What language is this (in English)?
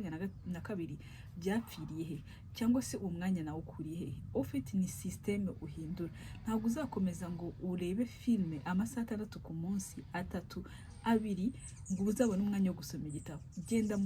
Kinyarwanda